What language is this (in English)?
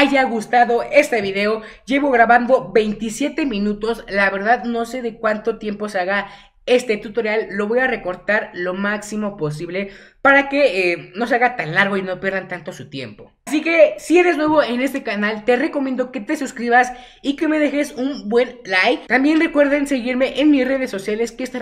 Spanish